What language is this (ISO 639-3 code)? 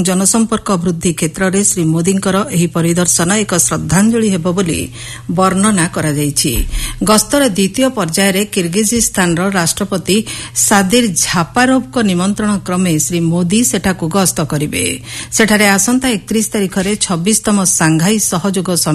ori